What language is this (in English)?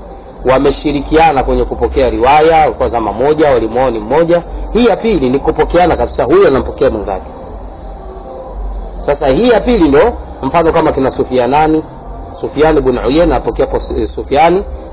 Swahili